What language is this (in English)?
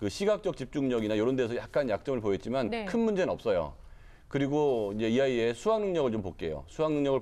Korean